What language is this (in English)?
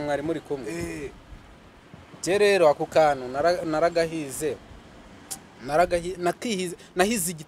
Kinyarwanda